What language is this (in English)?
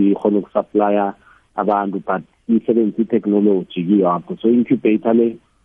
South Ndebele